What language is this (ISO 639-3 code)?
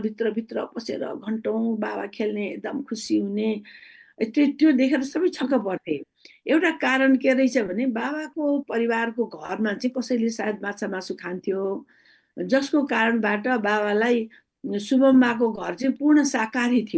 nep